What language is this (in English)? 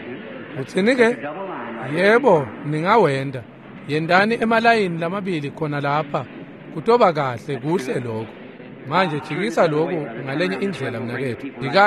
Swati